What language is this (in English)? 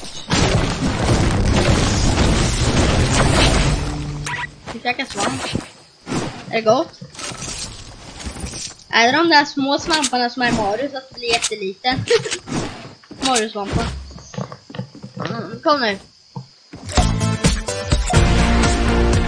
Swedish